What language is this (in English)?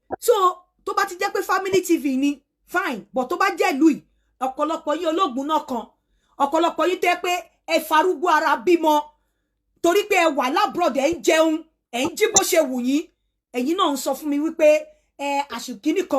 Yoruba